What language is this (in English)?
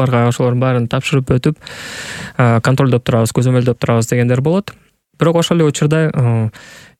Kyrgyz